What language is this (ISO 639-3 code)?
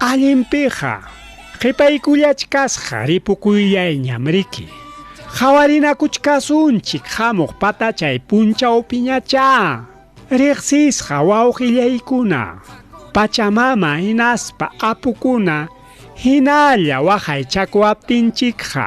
quy